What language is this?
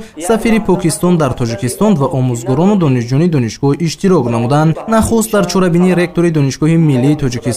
Tajik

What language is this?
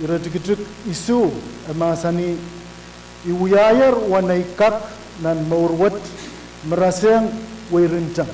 Pohnpeian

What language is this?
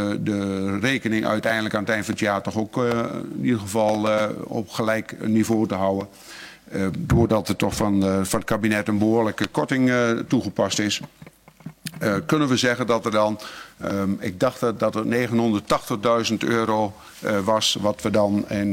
Dutch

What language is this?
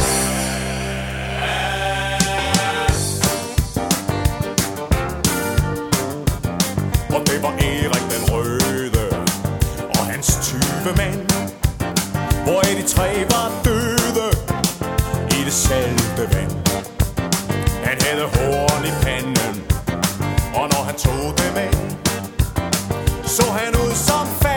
Danish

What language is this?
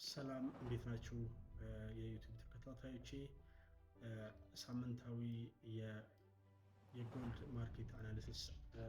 Amharic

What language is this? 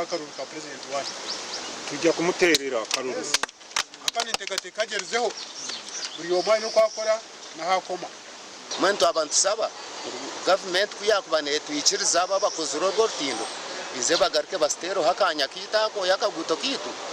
Nyankole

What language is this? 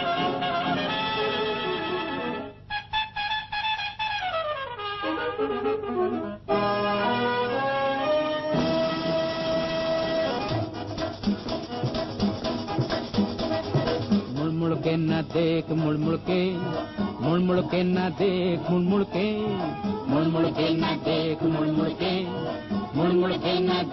Hindi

